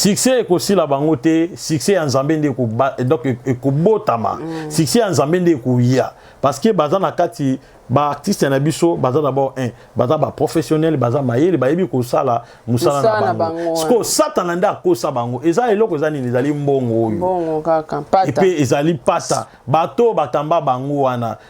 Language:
Lingala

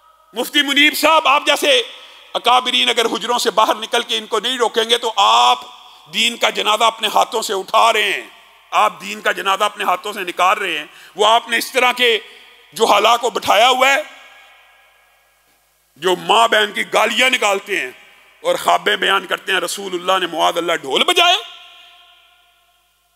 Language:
Urdu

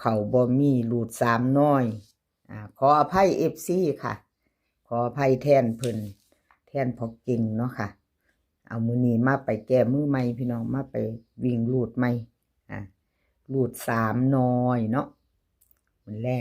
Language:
Northeastern Thai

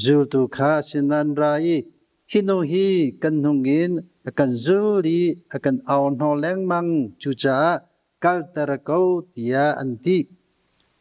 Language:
Hakha Chin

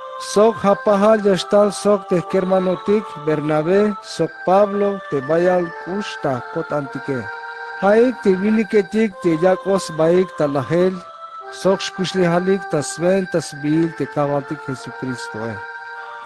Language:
Tzeltal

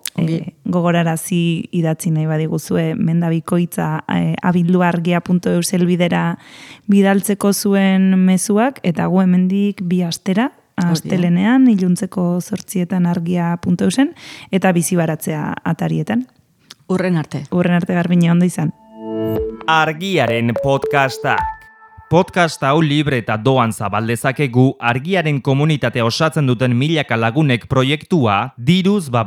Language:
Basque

